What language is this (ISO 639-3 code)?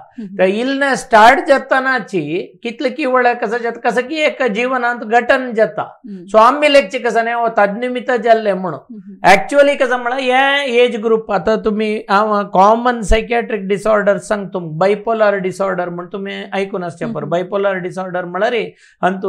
kok